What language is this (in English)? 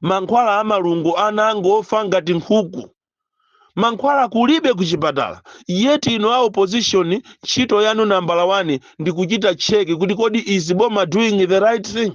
Nyanja